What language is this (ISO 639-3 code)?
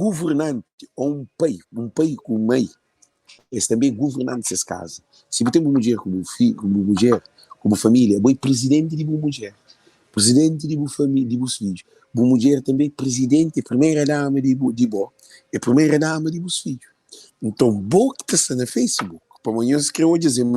kea